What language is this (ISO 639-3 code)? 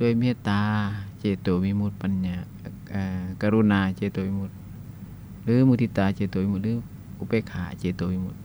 lao